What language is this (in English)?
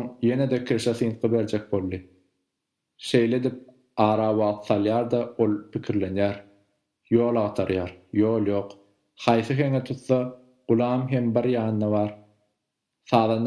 Turkmen